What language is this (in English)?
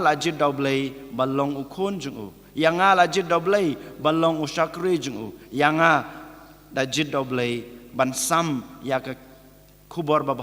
Khasi